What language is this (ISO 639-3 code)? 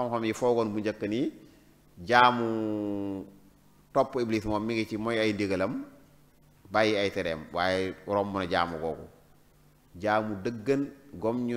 wol